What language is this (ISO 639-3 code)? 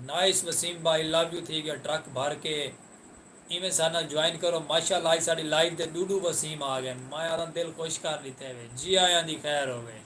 skr